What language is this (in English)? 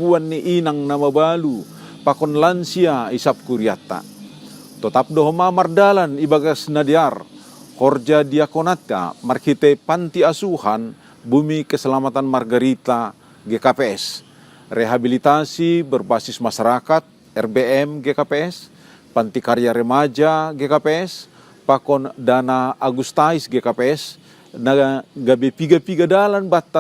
Batak Simalungun